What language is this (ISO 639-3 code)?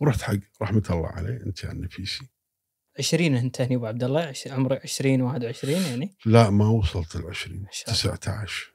afb